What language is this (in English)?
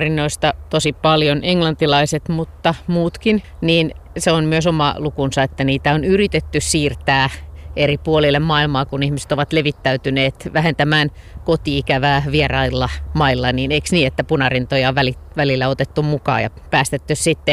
Finnish